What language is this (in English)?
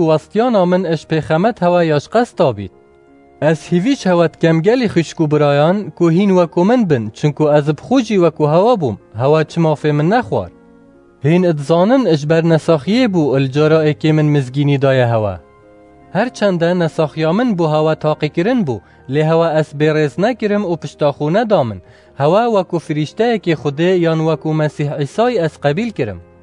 Kurdish